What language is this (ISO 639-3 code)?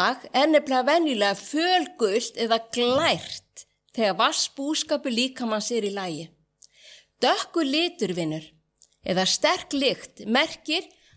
isl